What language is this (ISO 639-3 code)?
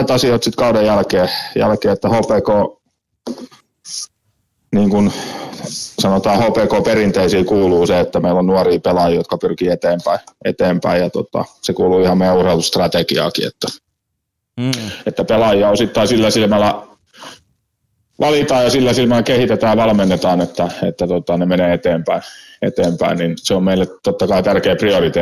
fin